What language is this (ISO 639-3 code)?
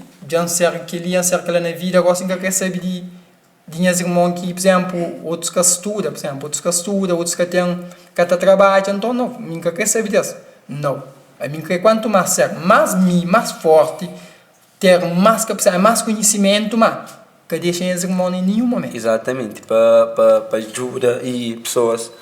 kea